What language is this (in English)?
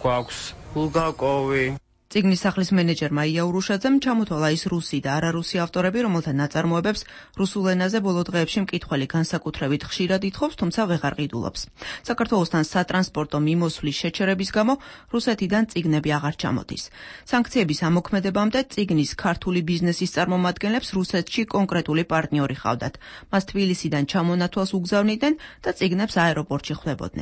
Georgian